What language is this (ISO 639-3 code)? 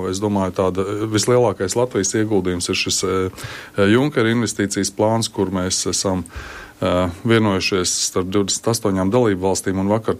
lav